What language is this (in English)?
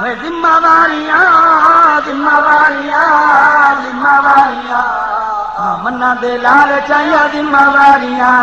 Saraiki